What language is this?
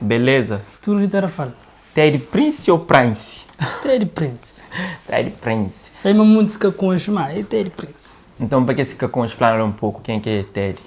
Kabuverdianu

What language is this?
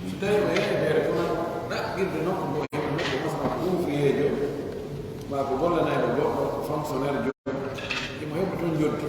Pular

